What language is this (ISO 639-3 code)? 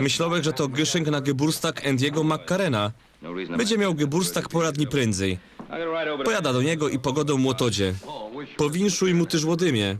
szl